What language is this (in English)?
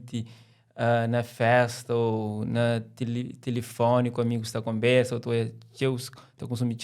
Kabuverdianu